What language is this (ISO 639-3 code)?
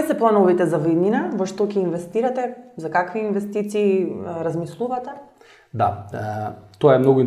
mkd